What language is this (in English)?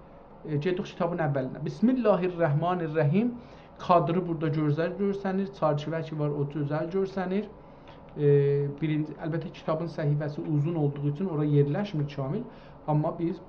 South Azerbaijani